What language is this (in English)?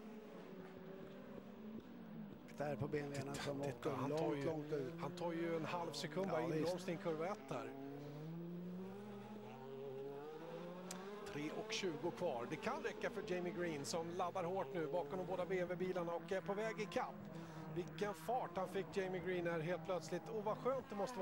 Swedish